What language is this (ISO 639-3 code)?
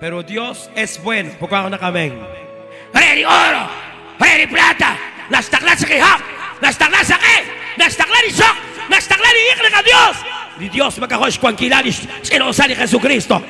kek